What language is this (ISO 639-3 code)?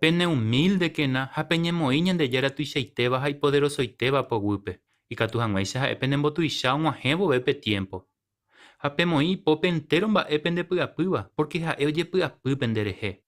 grn